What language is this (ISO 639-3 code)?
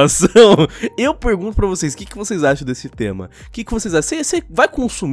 por